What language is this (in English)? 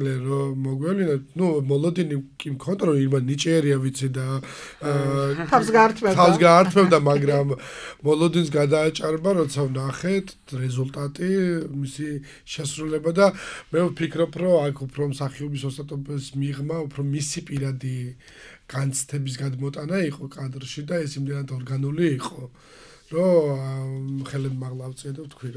Georgian